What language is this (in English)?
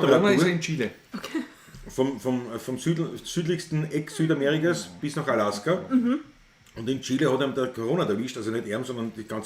Bavarian